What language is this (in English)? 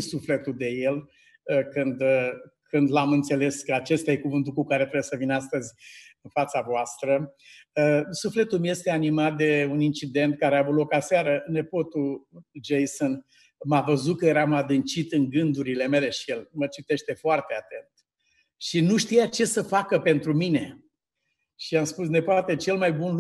Romanian